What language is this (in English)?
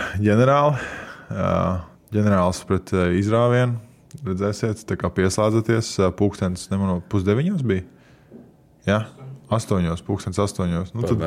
Latvian